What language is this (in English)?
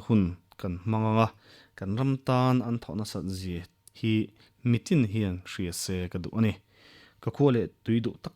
Mizo